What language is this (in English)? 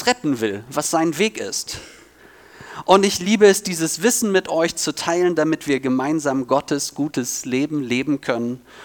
German